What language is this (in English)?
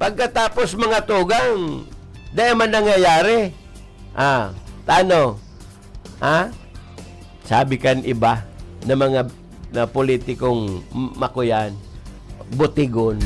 Bikol